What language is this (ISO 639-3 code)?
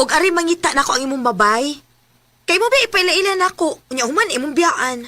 ceb